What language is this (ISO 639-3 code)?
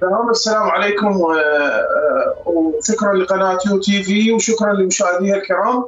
acm